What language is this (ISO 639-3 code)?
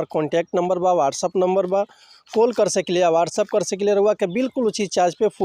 bho